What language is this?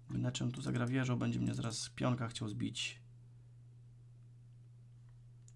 Polish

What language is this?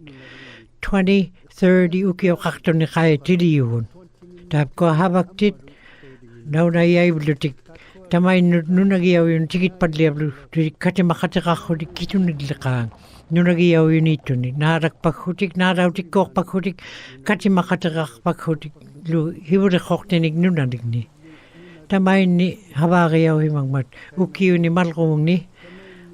Western Canadian Inuktitut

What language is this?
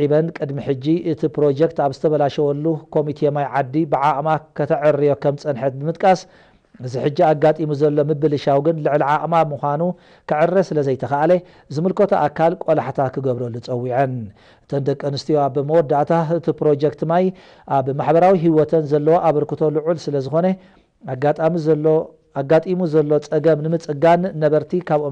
Tigrinya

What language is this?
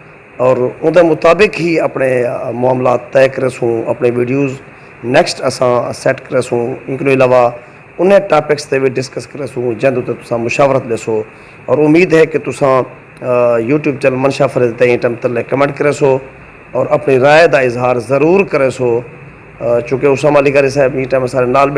Saraiki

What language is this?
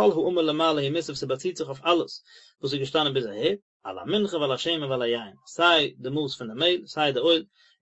Yiddish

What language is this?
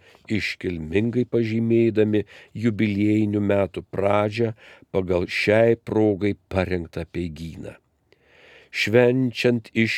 Lithuanian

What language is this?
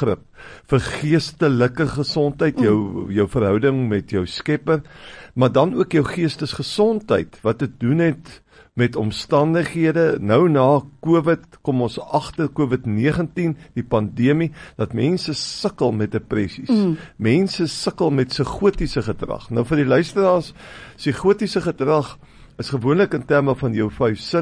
Afrikaans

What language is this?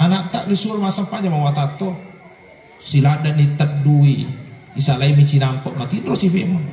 Buginese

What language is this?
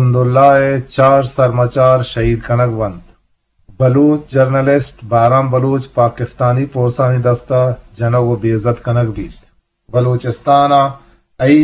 Eastern Balochi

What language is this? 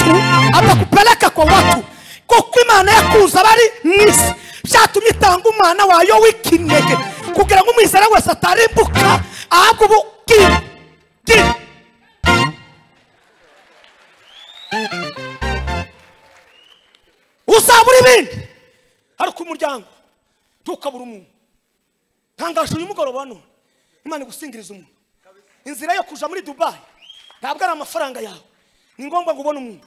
Kinyarwanda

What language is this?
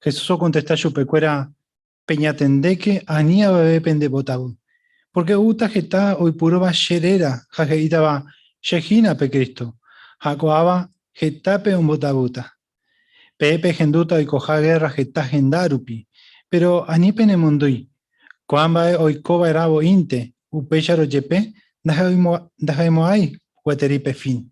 Guarani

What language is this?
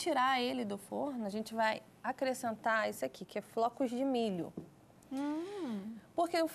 Portuguese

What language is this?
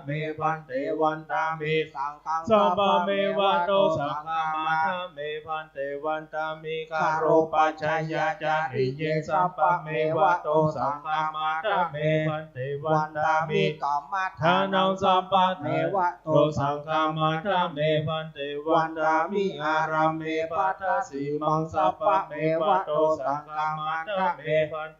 Pali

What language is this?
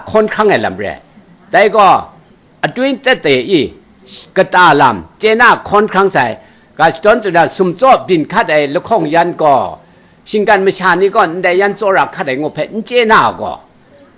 Kachin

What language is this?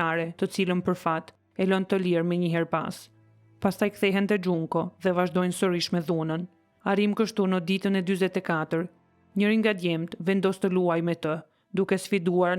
Albanian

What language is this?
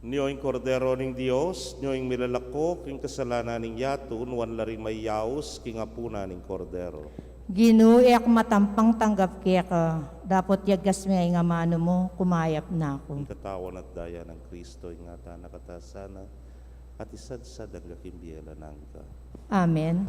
Pampanga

